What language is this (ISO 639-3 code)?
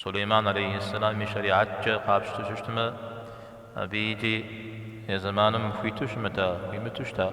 kbd